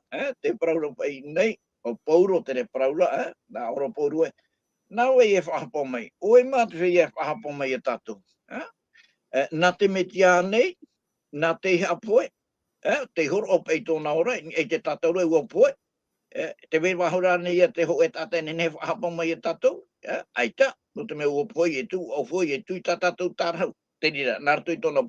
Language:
Tahitian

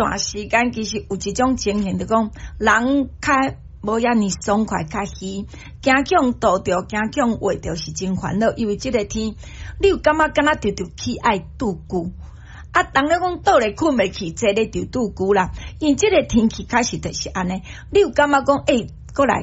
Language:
Min Nan Chinese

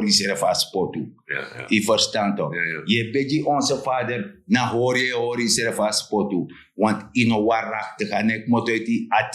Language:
Sranan Tongo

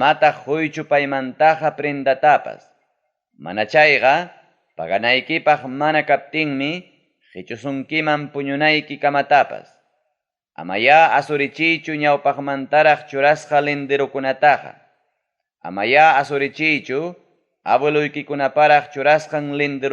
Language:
Ayacucho Quechua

